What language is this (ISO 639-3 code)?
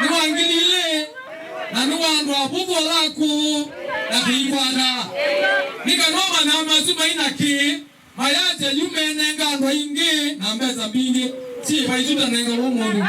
kam